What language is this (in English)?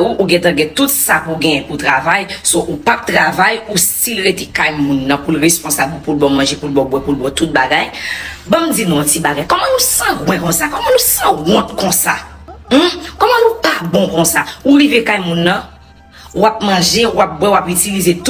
Haitian Creole